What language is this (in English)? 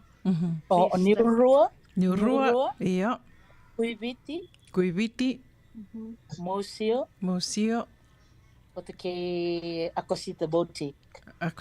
Fijian